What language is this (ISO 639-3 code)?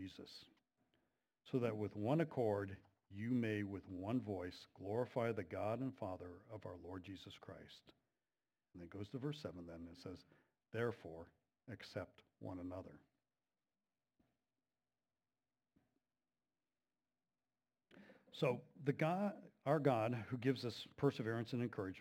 eng